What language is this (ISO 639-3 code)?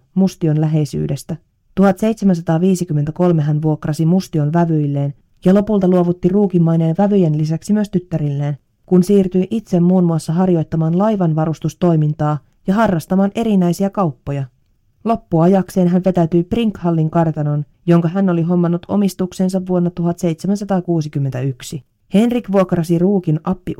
fin